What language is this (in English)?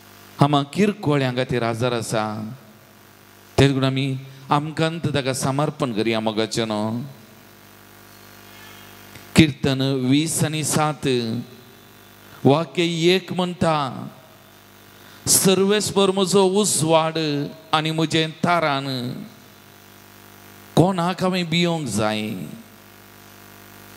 Konkani